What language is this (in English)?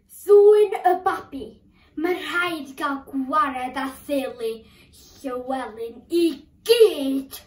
Welsh